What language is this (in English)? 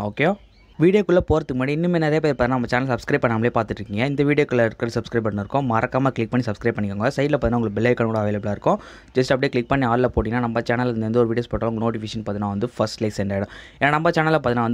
Tamil